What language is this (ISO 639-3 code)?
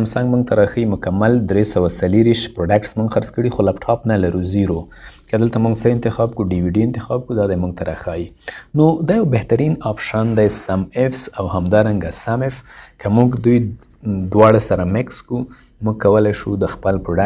pus